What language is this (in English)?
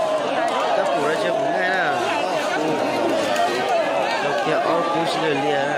Vietnamese